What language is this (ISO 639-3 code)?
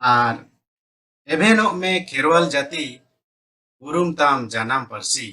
sat